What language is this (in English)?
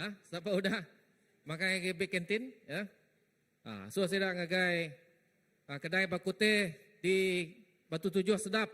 Iban